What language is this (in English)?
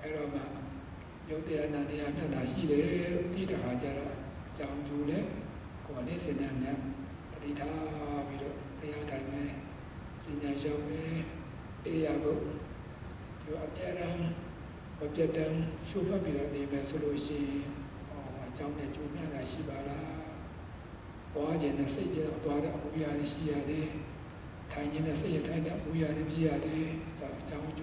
Burmese